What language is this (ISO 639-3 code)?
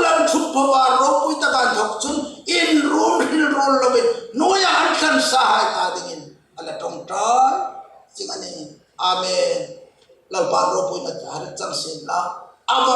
hmr